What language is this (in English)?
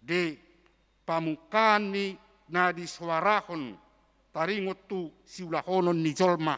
Batak Toba